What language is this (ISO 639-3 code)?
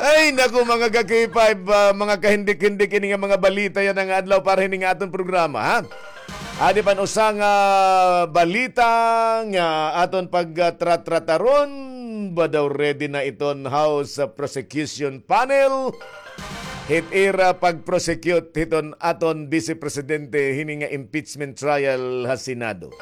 war